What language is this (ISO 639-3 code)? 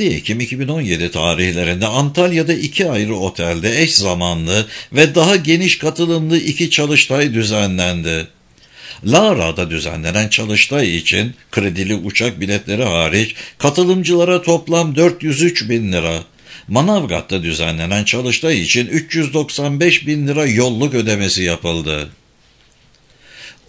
tur